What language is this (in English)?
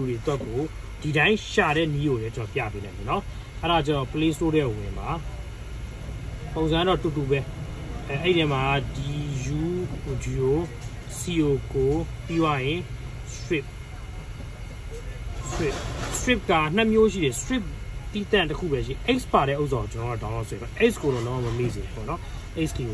Burmese